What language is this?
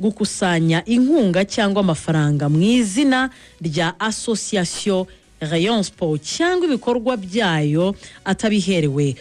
Kinyarwanda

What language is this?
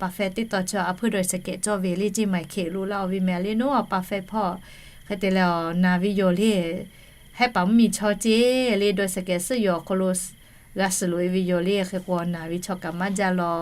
Lahu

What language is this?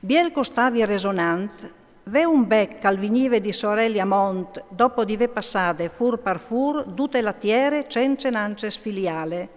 Friulian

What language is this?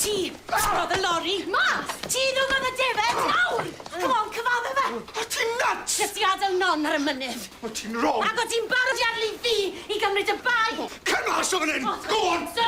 Welsh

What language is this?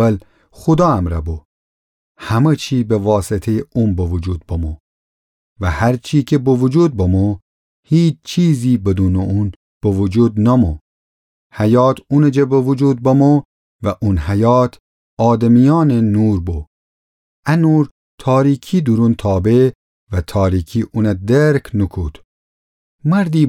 Gilaki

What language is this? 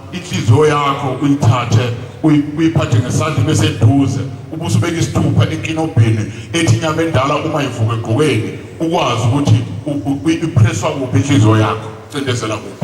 Zulu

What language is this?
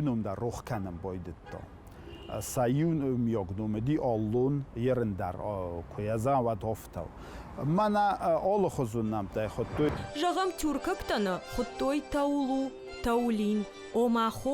Ossetic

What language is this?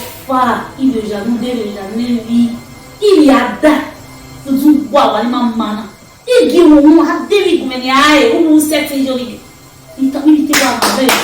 Bini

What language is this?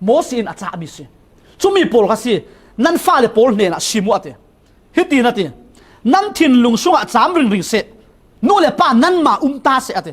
Falam Chin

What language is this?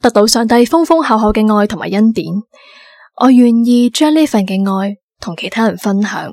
Cantonese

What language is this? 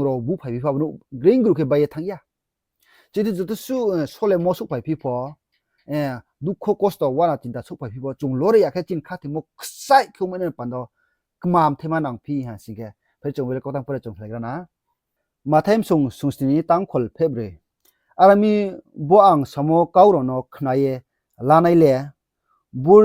Riang (India)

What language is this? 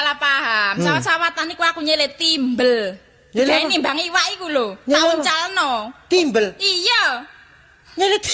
Javanese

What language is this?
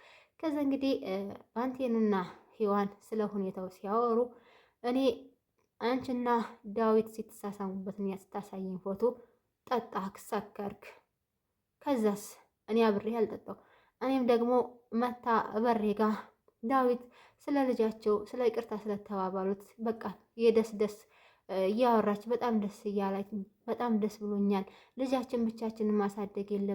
Amharic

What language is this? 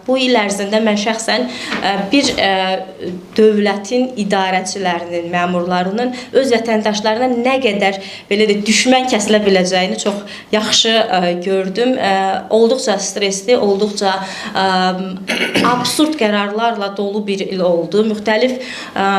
Azerbaijani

